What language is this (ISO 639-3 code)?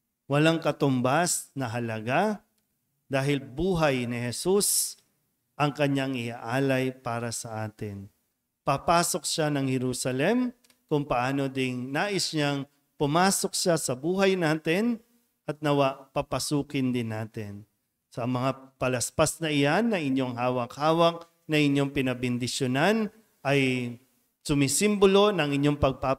fil